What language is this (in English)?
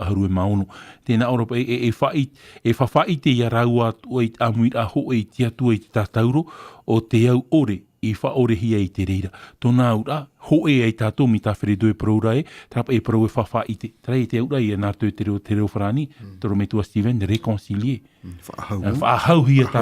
Tahitian